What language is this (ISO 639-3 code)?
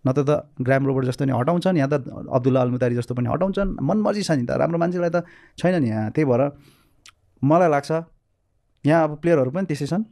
nep